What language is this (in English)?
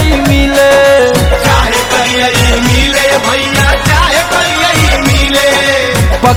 Bhojpuri